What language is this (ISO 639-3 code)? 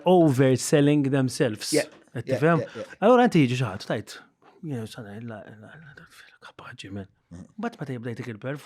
mlt